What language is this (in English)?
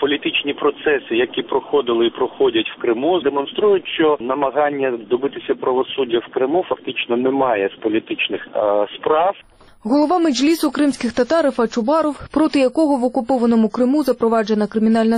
Ukrainian